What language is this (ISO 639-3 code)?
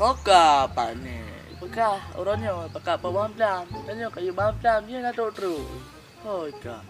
ace